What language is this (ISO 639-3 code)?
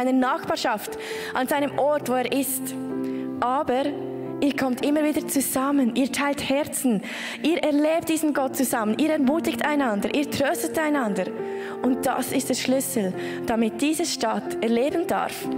gsw